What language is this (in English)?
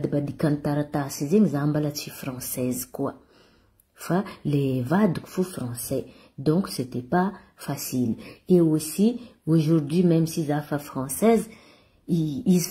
Malagasy